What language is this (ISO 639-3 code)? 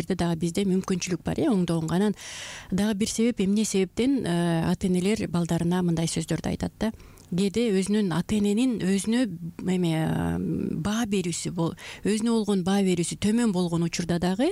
kir